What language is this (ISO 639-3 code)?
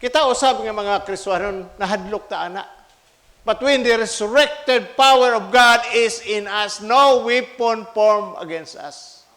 ceb